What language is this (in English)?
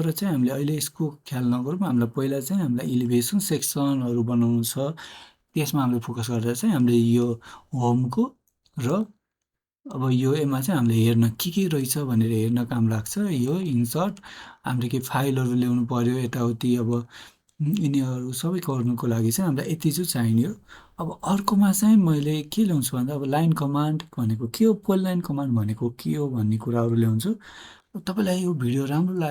Nepali